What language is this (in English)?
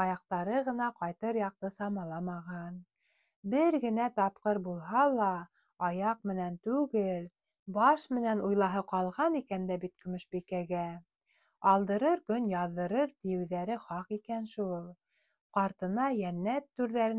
Bashkir